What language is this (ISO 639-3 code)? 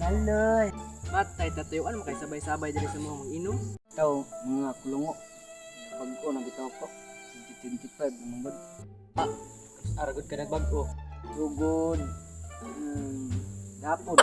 ceb